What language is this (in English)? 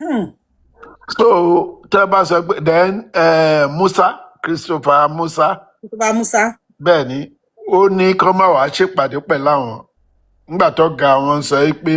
Yoruba